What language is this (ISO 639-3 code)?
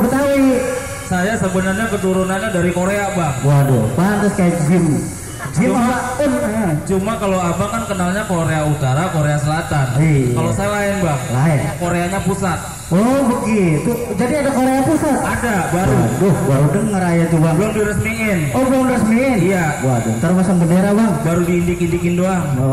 bew